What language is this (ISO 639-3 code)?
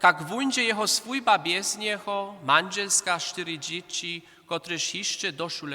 hsb